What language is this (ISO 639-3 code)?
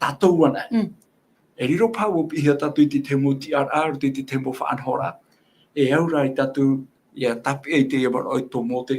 tah